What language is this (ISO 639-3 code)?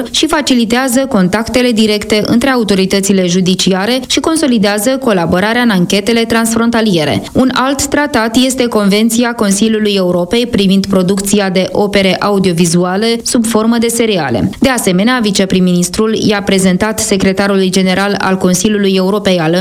ron